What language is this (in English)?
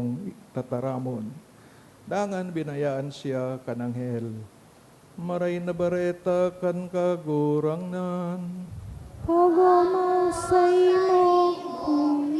Bikol